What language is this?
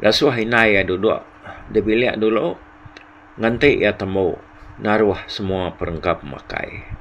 Iban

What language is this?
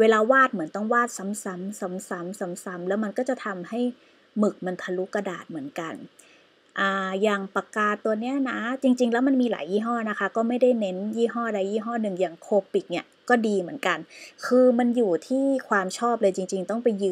Thai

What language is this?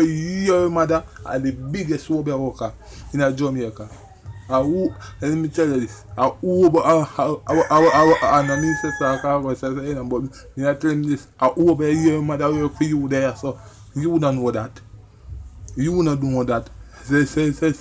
Jamaican Creole English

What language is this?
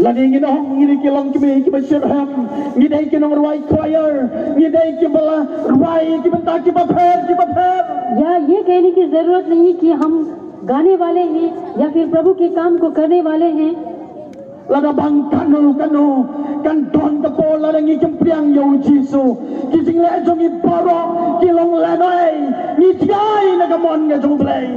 Khasi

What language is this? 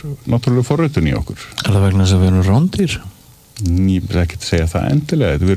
Icelandic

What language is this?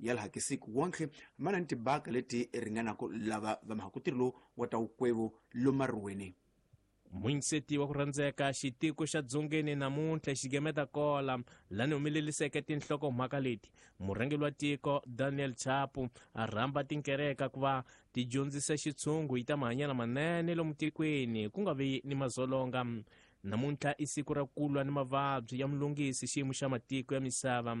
Tsonga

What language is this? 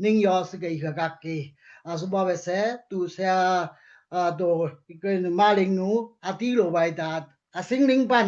Daai Chin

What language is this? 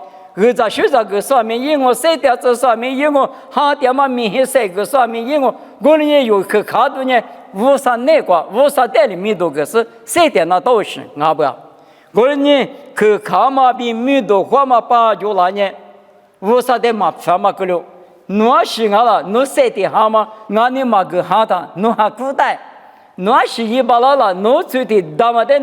Lisu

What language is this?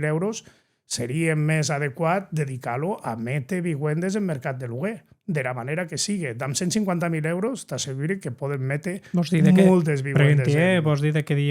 Occitan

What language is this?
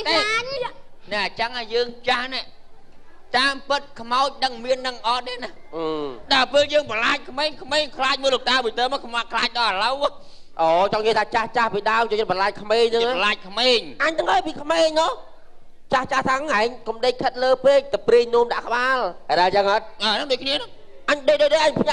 Khmer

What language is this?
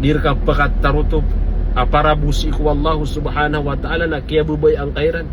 Maranao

